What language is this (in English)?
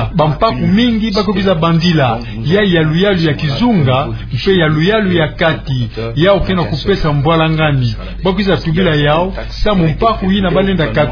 Kituba (Democratic Republic of Congo)